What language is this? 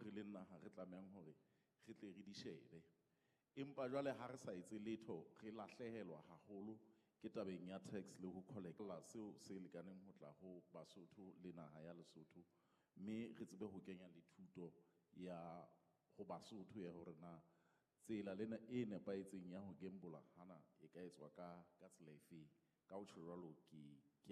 Southern Sotho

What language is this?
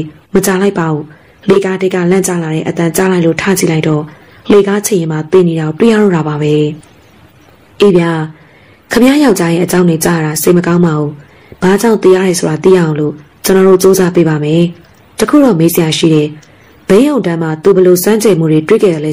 Burmese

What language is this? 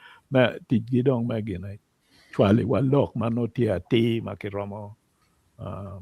Acoli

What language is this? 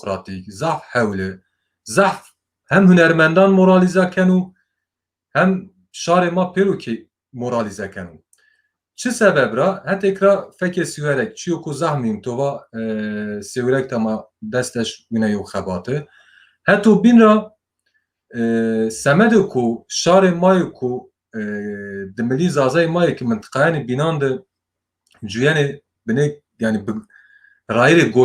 Zaza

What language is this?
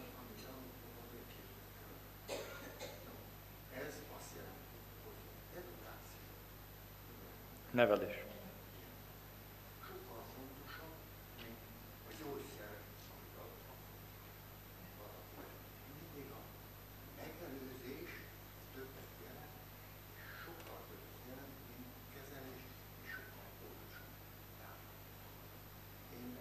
Hungarian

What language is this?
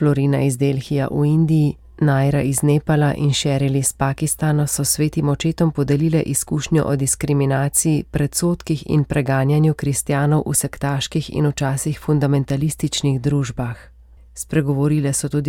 Slovenian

